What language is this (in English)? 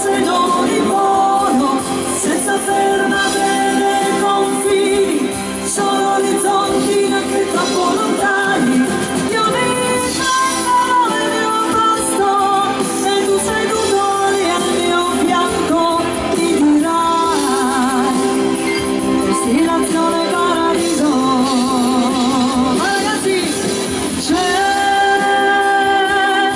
Italian